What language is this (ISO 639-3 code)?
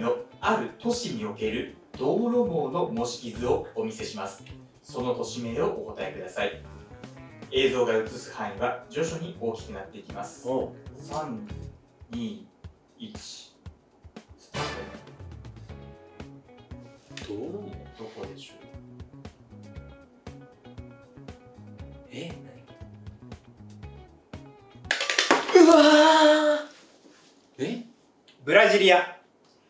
jpn